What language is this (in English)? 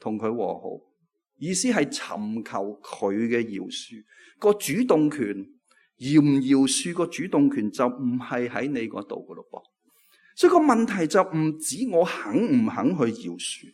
Cantonese